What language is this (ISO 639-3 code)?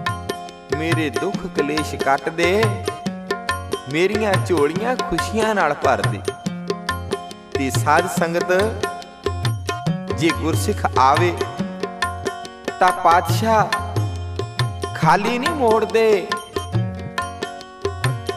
pan